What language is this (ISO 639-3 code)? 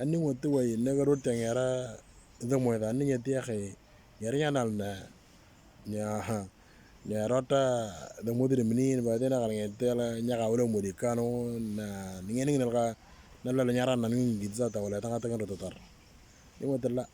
mor